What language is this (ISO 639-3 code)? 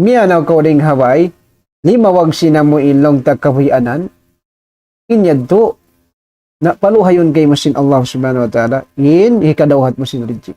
tsg